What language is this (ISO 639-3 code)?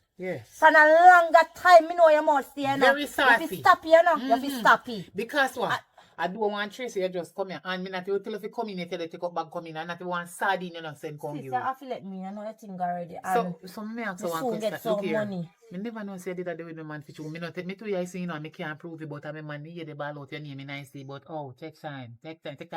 jam